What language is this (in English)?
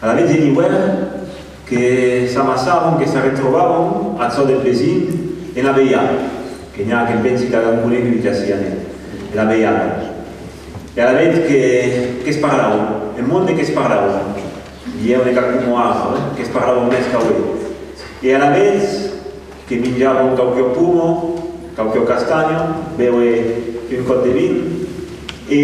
Occitan